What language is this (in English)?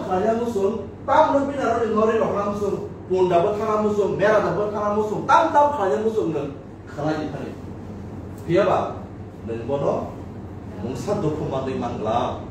Kok Borok